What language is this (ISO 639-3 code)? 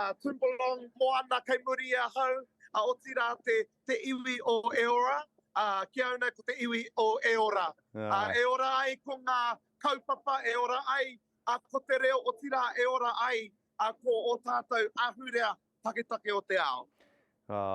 mri